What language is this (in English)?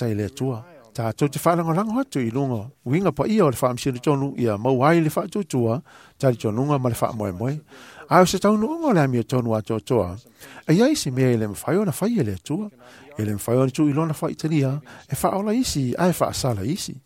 Samoan